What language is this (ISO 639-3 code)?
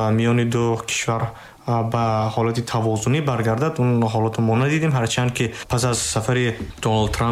tgk